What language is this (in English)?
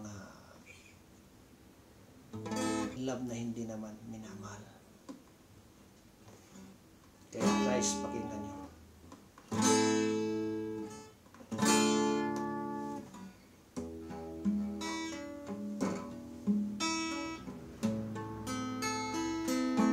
Filipino